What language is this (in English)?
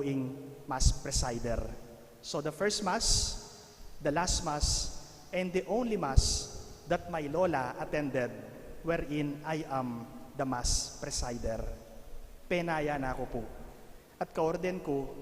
Pampanga